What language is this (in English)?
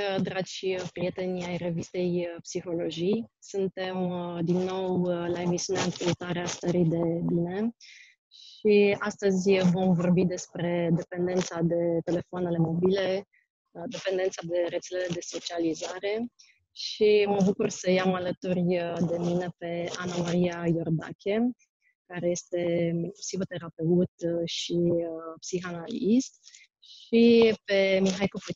Romanian